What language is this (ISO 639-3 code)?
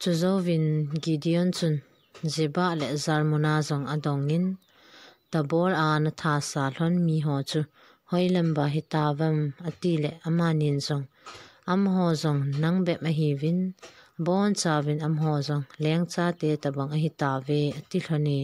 tcz